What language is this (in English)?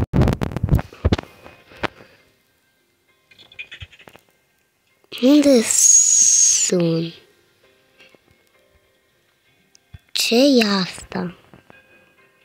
Romanian